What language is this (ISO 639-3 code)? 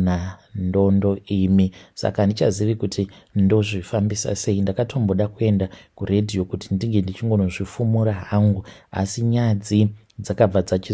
sna